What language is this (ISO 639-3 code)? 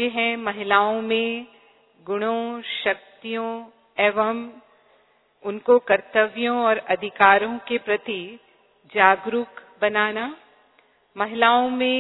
hin